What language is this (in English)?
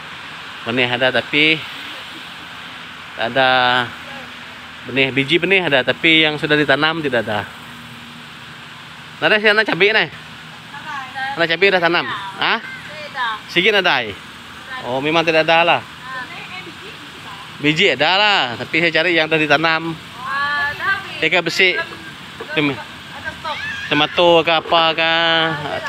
Malay